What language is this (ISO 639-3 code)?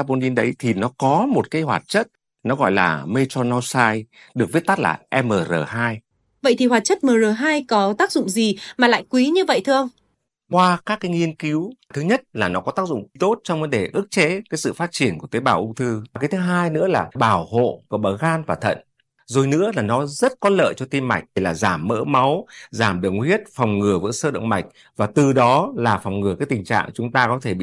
vie